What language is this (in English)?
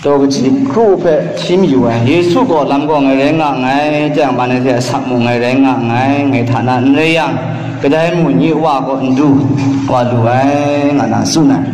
Kachin